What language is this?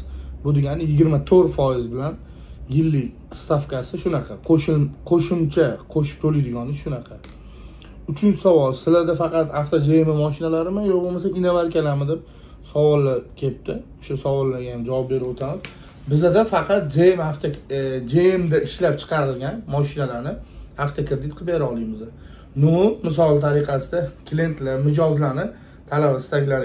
Uzbek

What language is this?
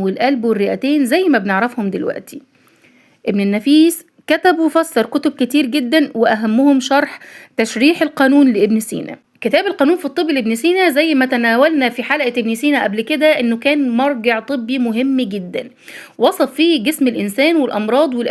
Egyptian Arabic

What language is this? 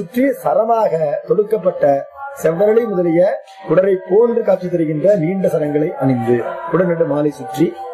Tamil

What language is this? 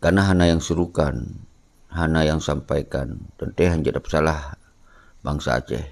Achinese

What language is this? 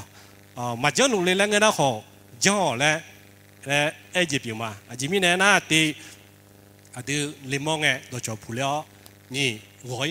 Akha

